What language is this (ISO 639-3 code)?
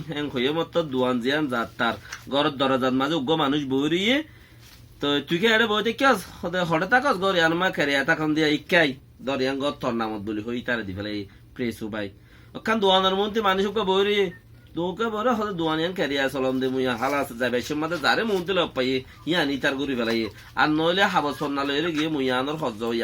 rhg